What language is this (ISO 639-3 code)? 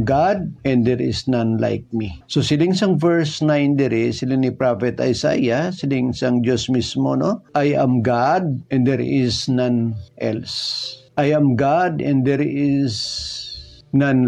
hil